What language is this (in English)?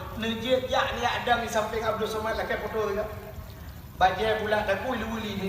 Achinese